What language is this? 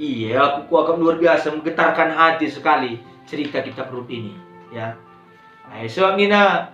Batak Karo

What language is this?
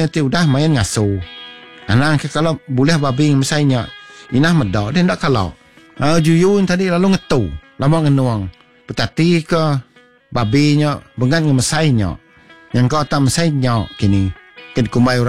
Iban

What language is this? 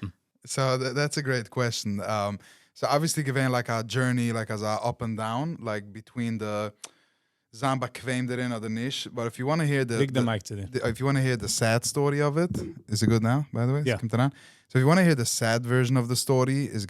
Yiddish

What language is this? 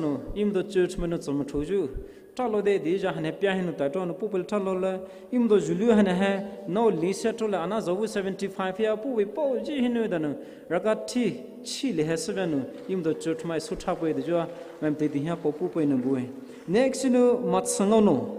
Poumei Naga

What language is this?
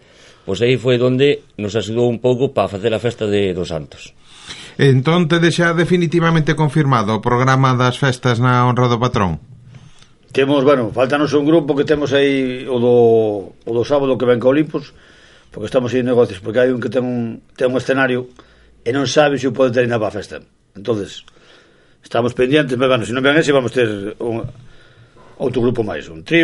Galician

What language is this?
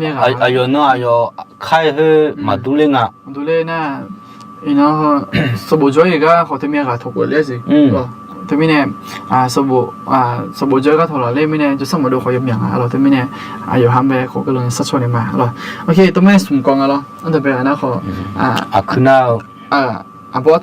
Akha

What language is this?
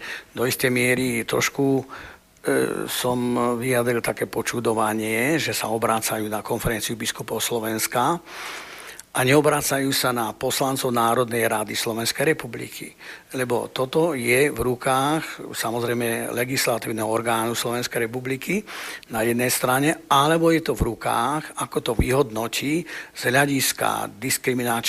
Slovak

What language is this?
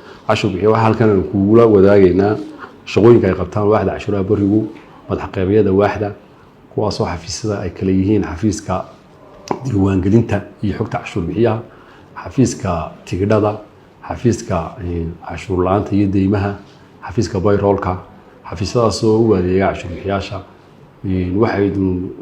Somali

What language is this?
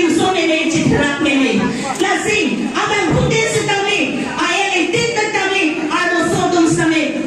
Karbi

